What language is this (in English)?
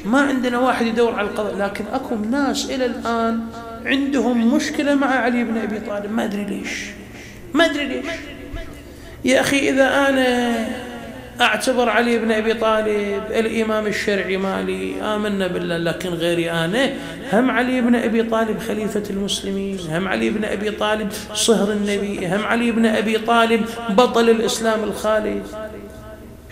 Mesopotamian Arabic